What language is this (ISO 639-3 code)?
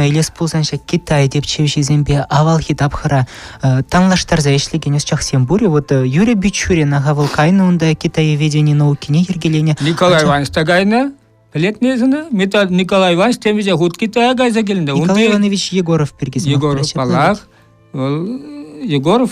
chv